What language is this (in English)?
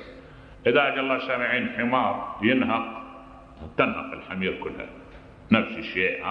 Mesopotamian Arabic